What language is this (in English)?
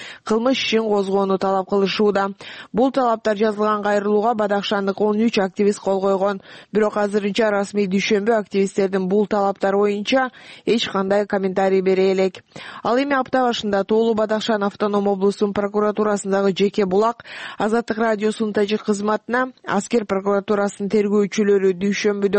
Kyrgyz